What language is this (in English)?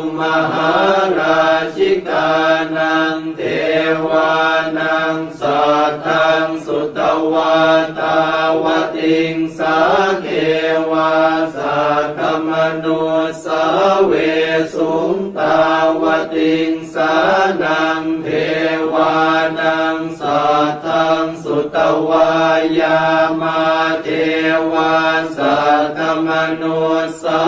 Pali